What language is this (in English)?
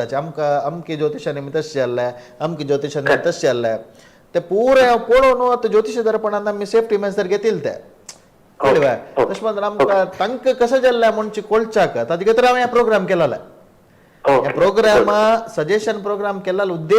Konkani